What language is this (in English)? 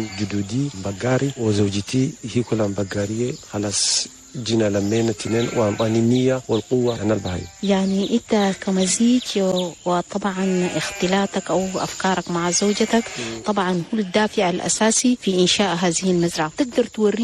Chadian Arabic